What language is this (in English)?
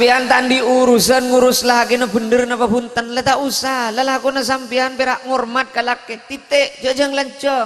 Madurese